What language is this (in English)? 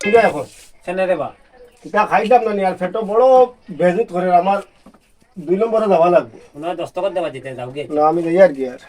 Sylheti